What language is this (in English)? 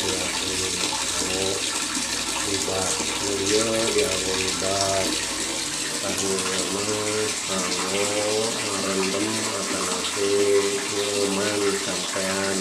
Sundanese